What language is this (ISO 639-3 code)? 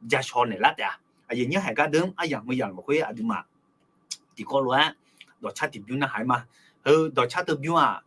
ahk